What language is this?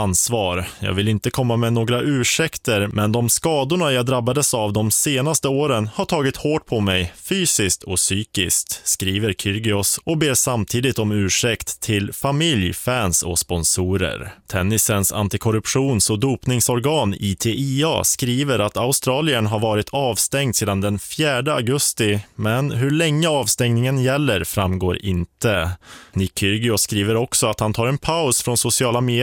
Swedish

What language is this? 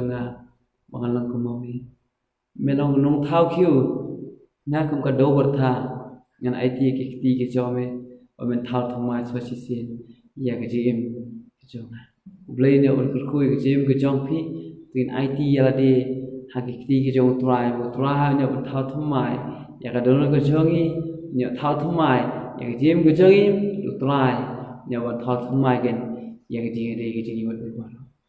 Khasi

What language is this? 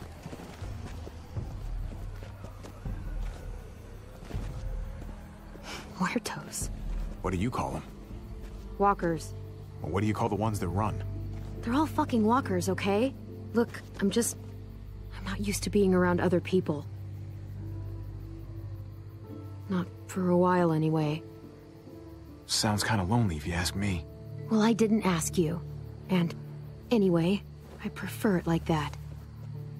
English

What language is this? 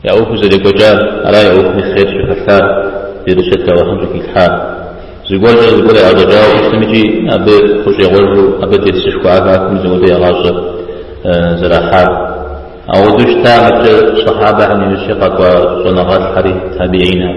Kabardian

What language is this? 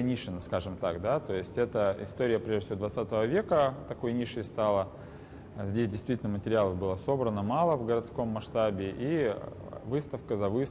Russian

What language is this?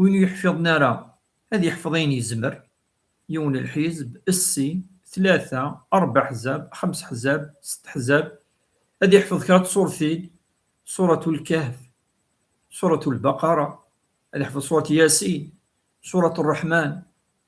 Kabyle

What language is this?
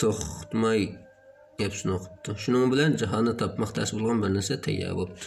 Uyghur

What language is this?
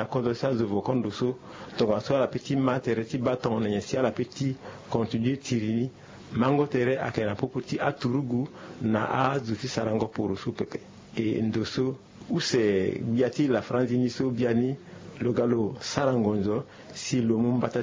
Sango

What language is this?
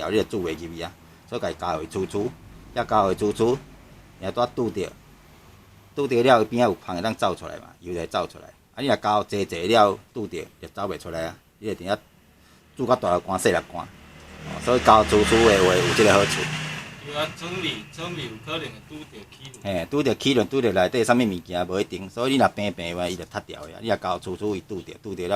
Min Nan Chinese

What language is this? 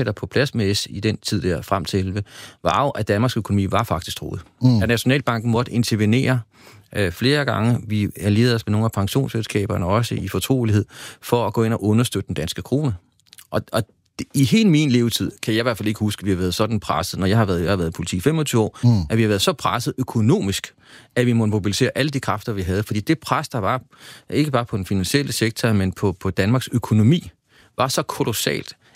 Danish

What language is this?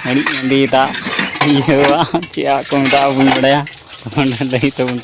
Santali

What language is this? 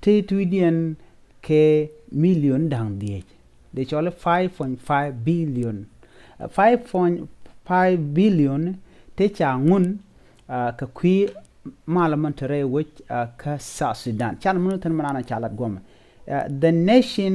Nuer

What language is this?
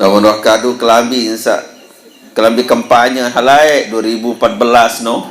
Sasak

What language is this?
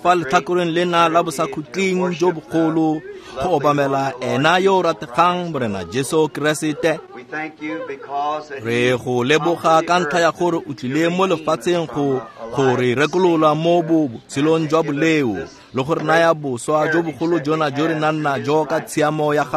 Tswana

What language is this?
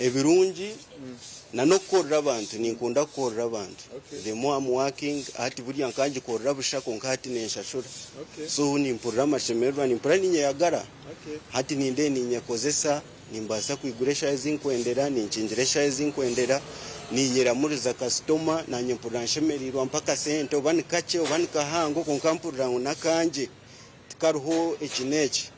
Nyankole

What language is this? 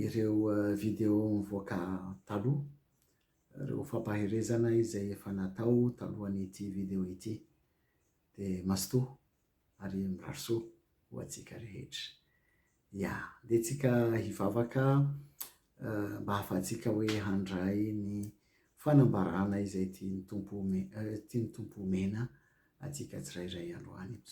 Malagasy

